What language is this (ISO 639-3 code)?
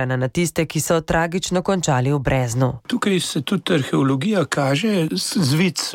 slv